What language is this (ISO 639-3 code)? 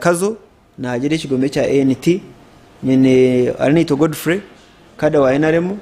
nyn